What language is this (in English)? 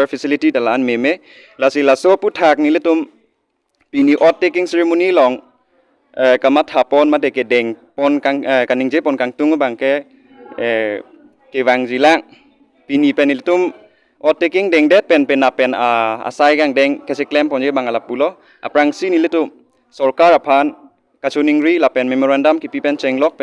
Karbi